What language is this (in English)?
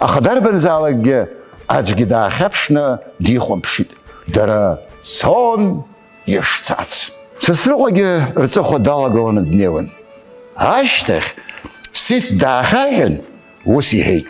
Abkhazian